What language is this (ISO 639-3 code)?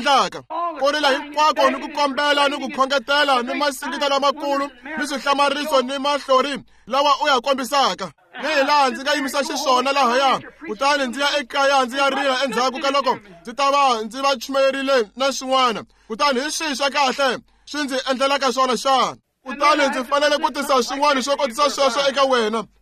tso